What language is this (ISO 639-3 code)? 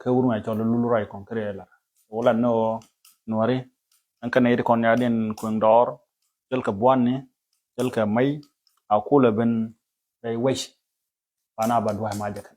nus